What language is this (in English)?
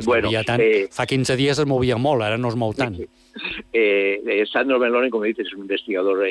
Catalan